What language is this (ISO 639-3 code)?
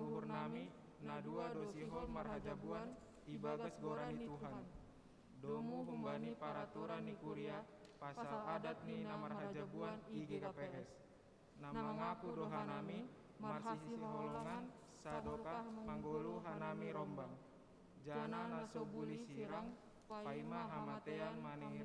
bts